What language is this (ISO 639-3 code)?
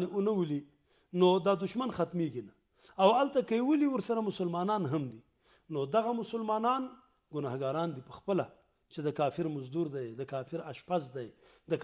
pus